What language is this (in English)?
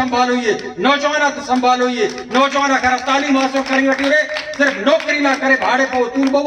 Brahui